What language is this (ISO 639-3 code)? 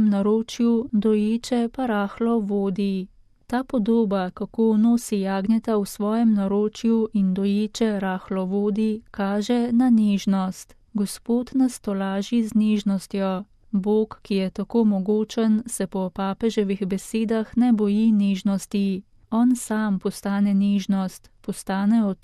slv